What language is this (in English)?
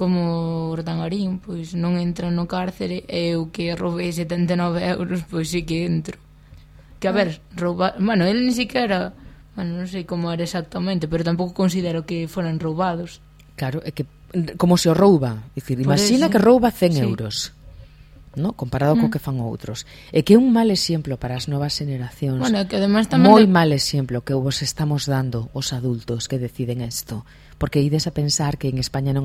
Galician